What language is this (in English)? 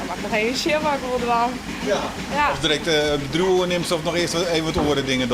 Western Frisian